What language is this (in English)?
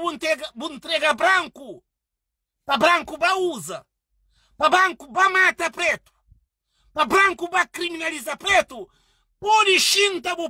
Kabuverdianu